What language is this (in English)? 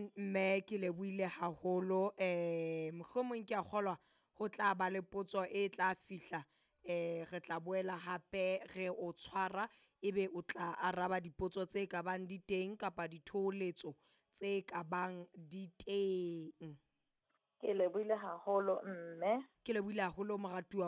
Southern Sotho